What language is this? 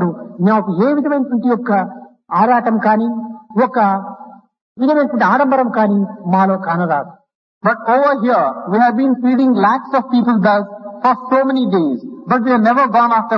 Telugu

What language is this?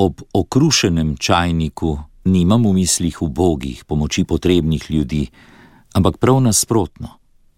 Slovenian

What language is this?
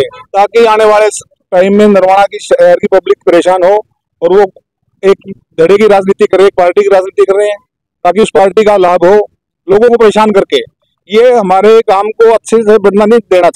Hindi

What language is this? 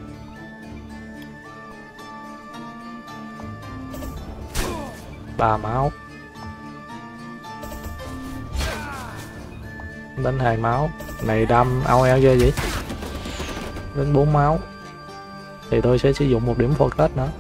Vietnamese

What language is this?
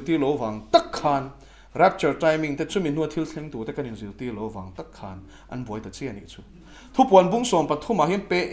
Mizo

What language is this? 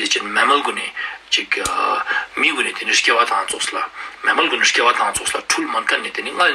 Ladakhi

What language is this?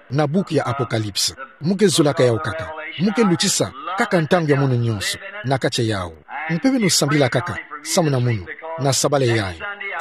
Kituba (Democratic Republic of Congo)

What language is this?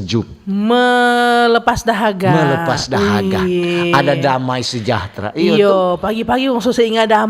Manado Malay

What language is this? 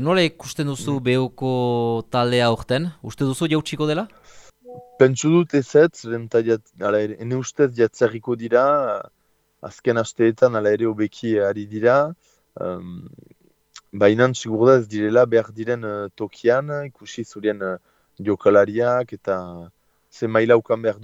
Basque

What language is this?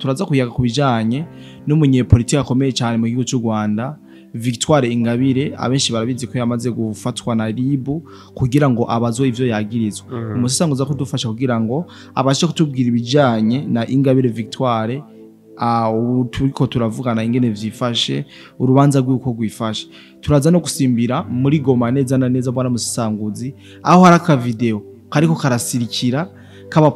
Rundi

